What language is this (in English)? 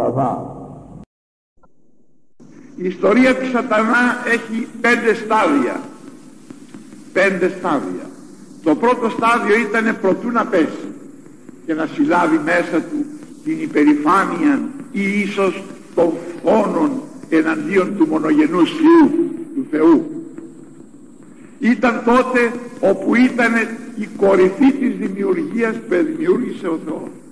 Greek